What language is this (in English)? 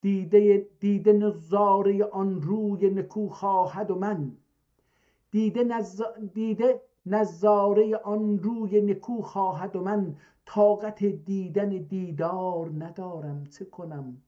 South Azerbaijani